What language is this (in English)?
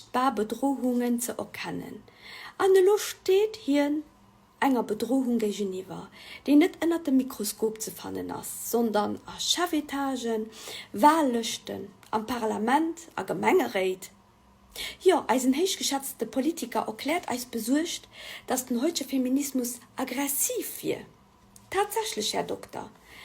Luxembourgish